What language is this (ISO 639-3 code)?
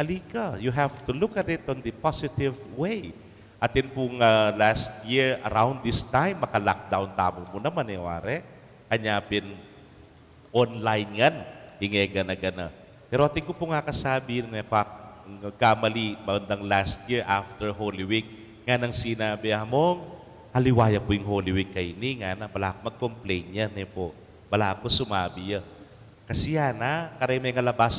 pam